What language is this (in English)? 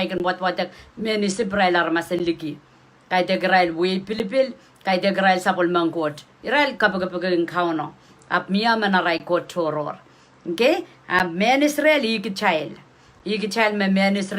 Pohnpeian